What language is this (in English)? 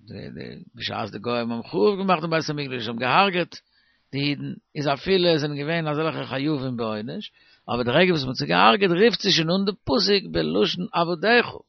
Yiddish